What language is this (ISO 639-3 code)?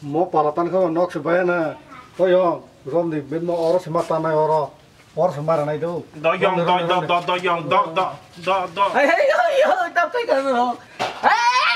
trp